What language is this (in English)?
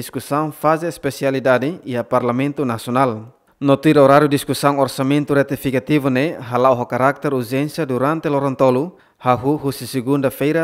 Tetum